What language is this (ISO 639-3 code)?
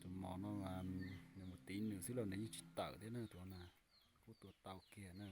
hmn